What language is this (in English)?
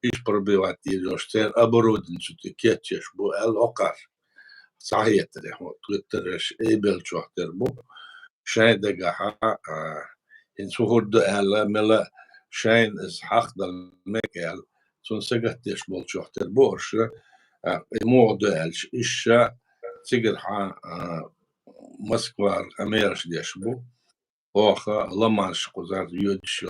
Chechen